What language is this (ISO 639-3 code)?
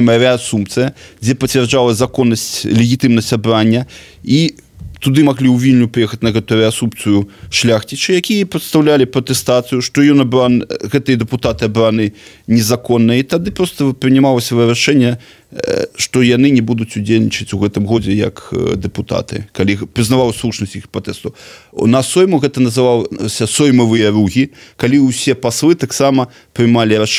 bel